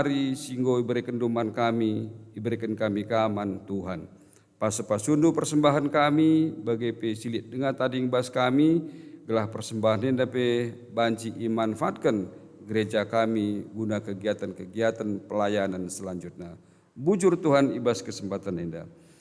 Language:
Batak Karo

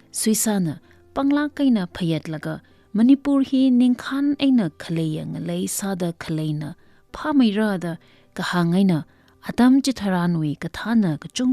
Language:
Tangkhul Naga (India)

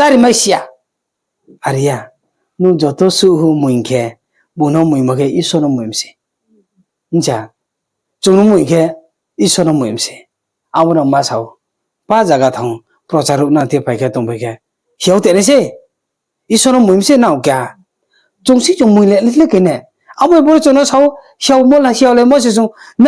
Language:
Riang (India)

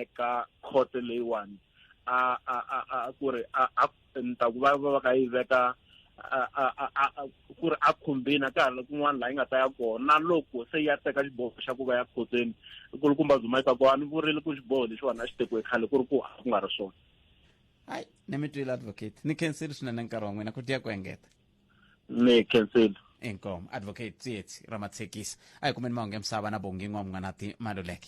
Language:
Tsonga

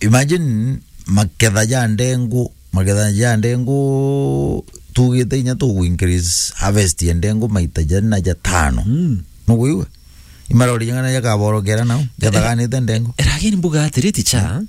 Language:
Meru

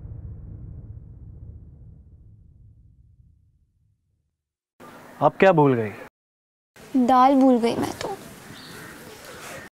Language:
Hindi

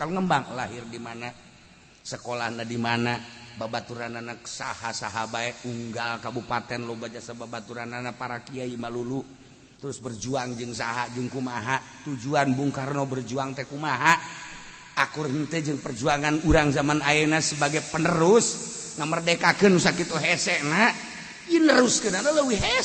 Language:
Sundanese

